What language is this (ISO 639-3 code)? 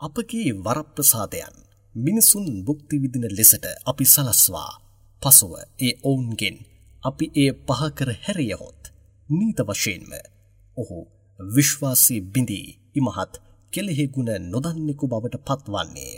sin